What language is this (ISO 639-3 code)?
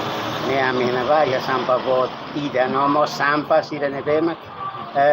tet